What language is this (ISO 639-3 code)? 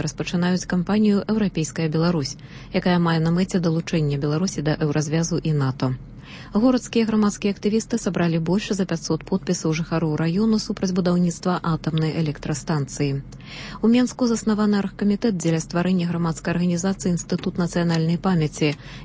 bel